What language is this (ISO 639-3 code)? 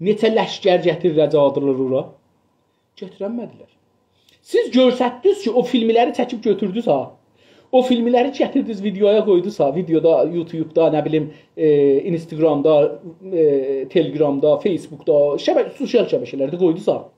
azb